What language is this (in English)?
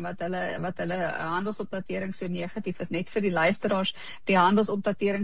Afrikaans